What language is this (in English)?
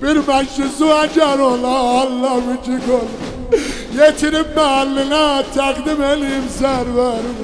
South Azerbaijani